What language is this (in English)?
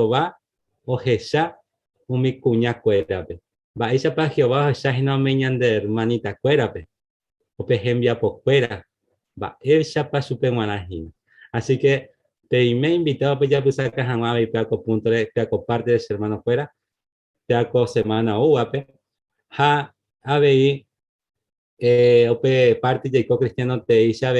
Guarani